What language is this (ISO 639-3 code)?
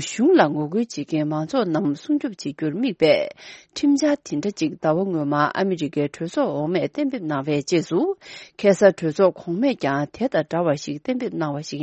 bod